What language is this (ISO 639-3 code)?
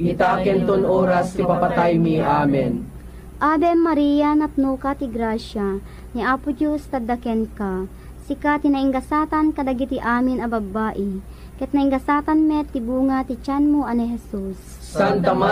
ilo